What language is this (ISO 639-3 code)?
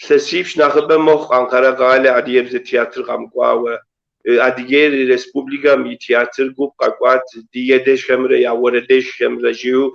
kbd